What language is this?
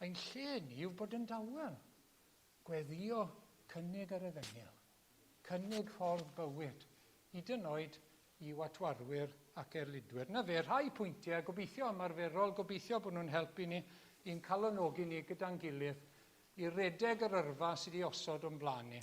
Welsh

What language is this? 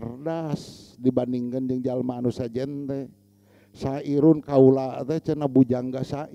Sundanese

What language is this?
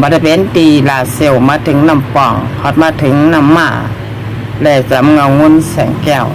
Shan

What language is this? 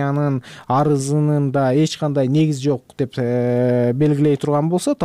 Kyrgyz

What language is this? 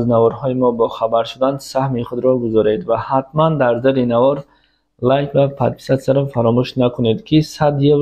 Tajik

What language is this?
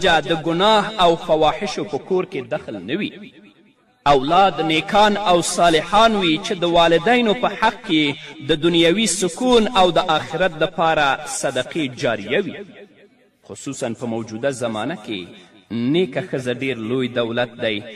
Pashto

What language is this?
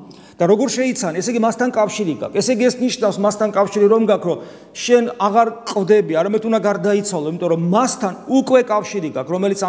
Georgian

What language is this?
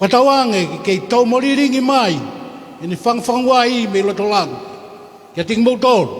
Tongan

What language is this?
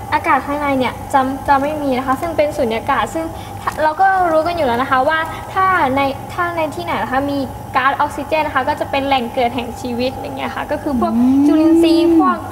Thai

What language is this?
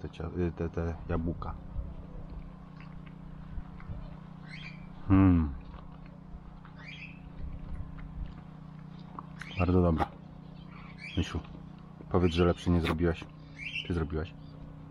Polish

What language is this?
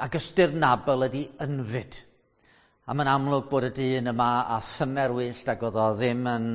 Welsh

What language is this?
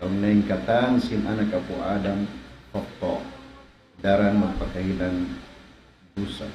Tausug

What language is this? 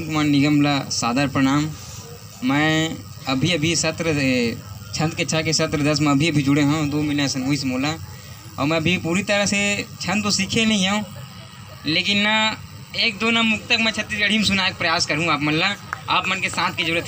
Chhattisgarhi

